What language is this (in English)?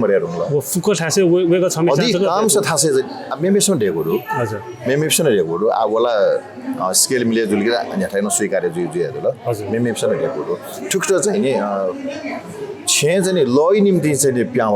Newari